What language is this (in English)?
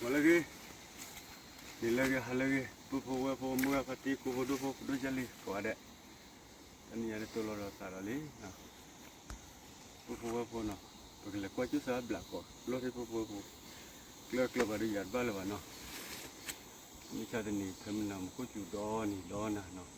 S'gaw Karen